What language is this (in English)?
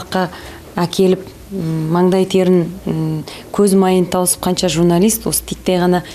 Kazakh